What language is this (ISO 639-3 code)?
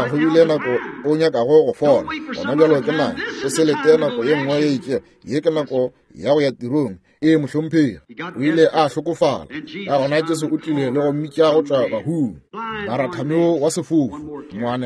nso